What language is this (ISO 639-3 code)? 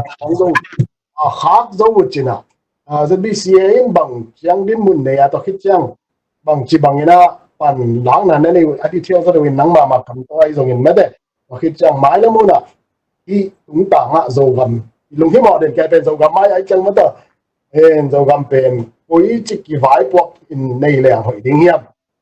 ctd